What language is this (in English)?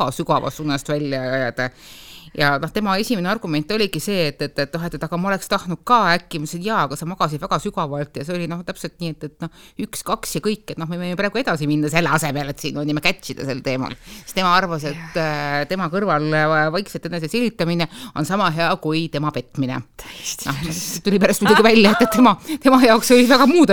Estonian